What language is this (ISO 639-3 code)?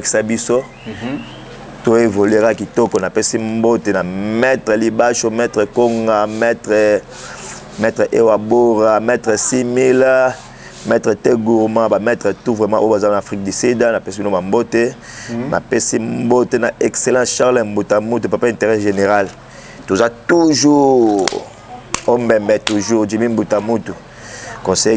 lin